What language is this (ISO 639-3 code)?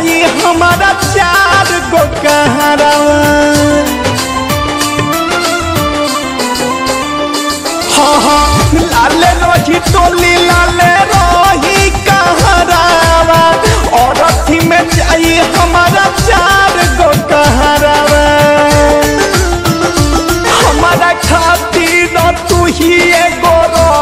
bho